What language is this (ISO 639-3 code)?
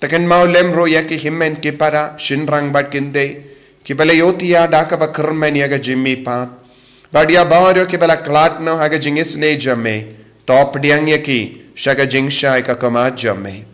kha